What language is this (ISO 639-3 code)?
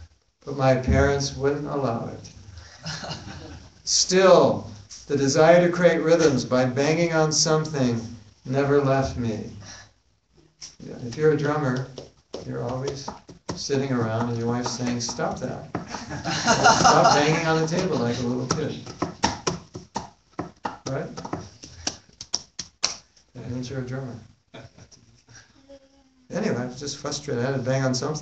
eng